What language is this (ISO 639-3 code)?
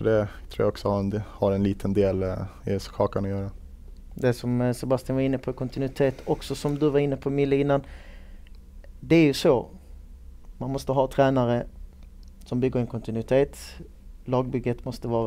swe